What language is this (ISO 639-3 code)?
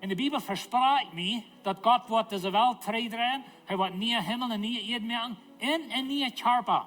pdt